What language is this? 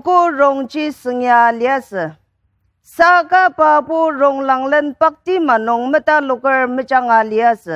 Ao Naga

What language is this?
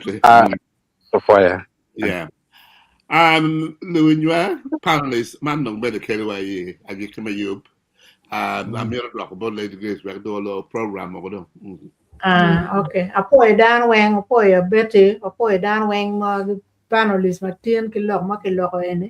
Acoli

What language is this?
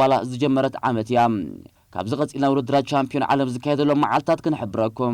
Tigrinya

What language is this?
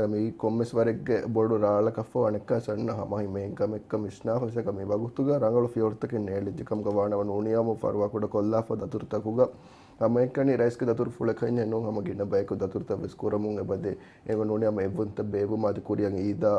Divehi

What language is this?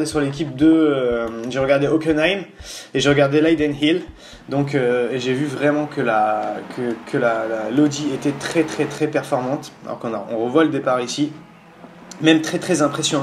French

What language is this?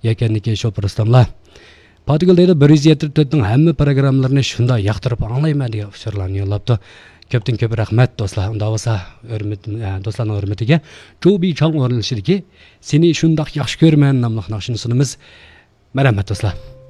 Uyghur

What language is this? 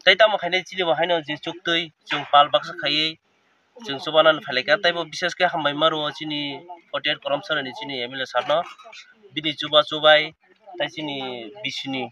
Kok Borok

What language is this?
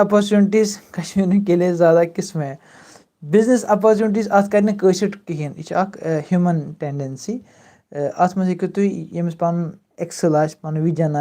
Kashmiri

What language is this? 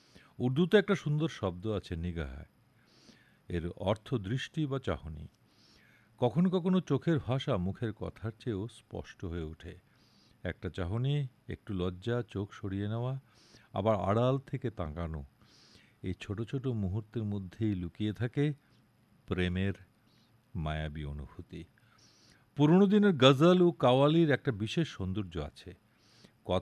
Bangla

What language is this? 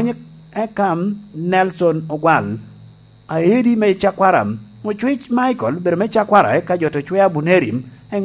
Lango (Uganda)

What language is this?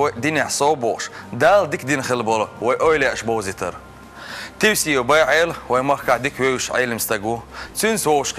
Chechen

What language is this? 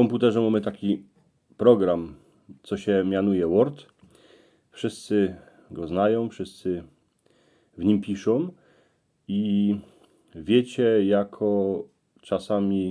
Silesian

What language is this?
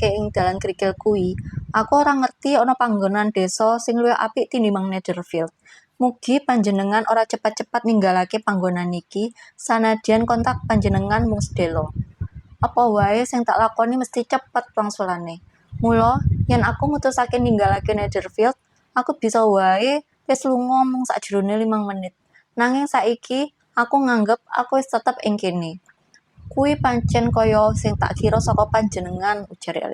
Javanese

